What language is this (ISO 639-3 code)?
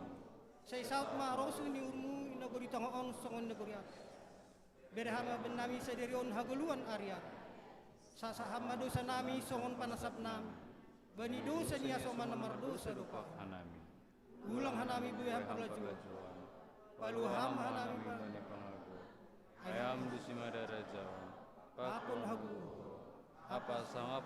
bts